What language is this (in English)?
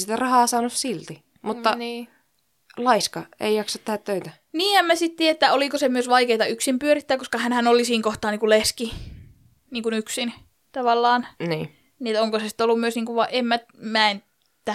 Finnish